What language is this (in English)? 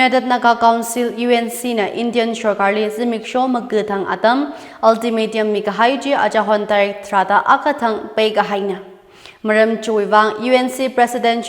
Tangkhul Naga (India)